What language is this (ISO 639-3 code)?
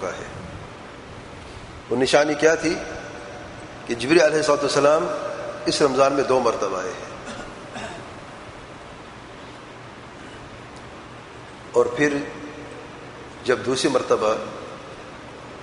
urd